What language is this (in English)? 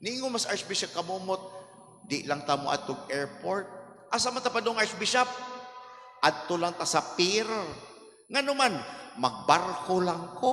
Cebuano